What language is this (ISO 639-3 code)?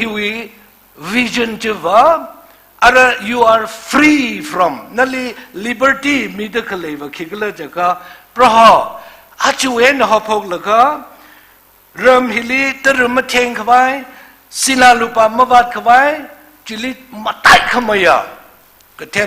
nmf